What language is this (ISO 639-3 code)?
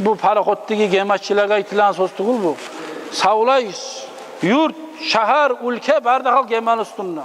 kum